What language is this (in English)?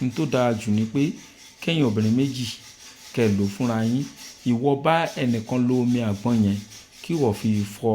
Yoruba